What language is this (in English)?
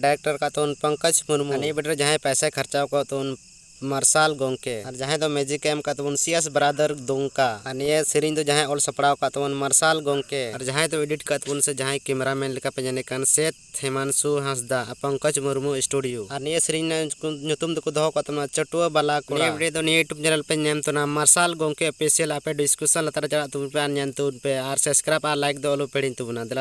Santali